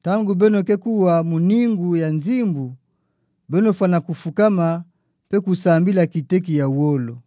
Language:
Kituba (Democratic Republic of Congo)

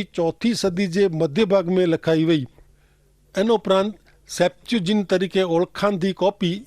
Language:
Kachhi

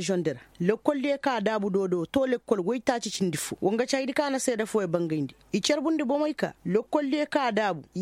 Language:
Koyraboro Senni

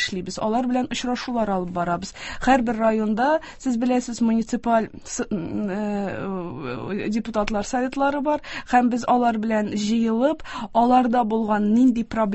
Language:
Tatar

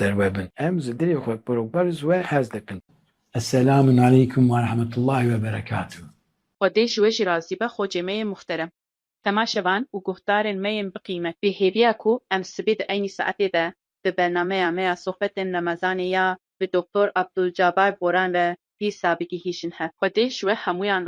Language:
Kurdish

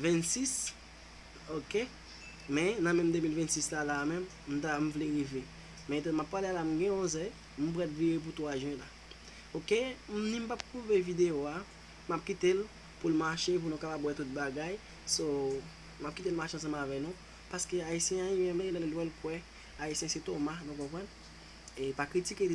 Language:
Haitian Creole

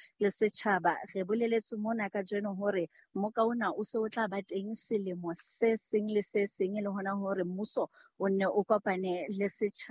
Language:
Southern Sotho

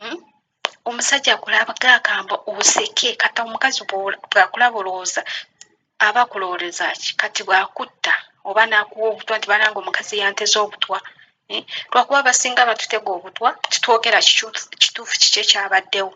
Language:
Ganda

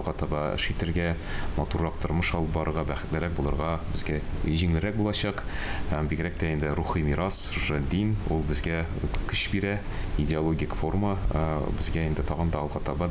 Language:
Tatar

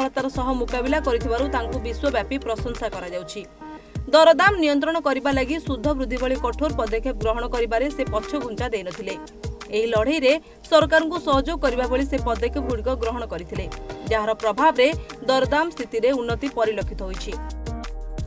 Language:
Odia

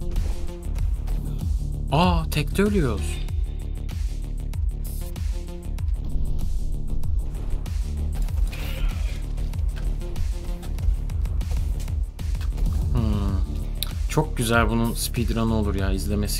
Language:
Turkish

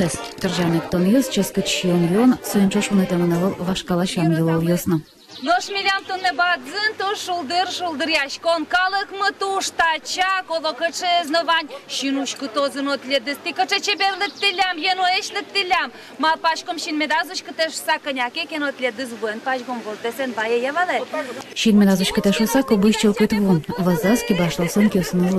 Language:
Udmurt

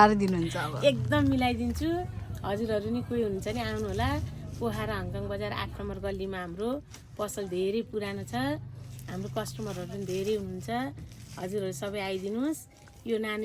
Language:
Nepali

